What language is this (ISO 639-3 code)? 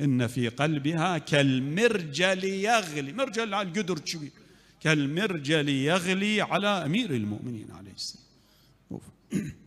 acm